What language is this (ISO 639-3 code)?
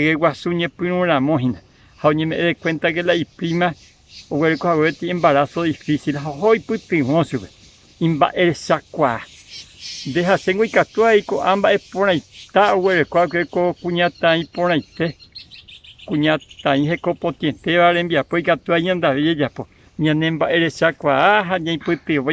grn